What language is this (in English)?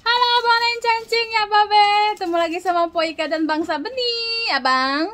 Betawi